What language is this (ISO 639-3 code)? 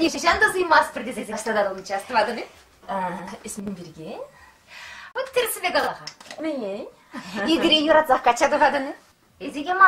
chv